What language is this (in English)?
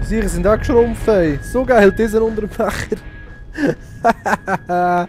Swiss German